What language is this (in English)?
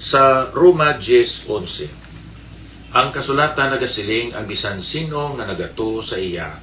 Hiligaynon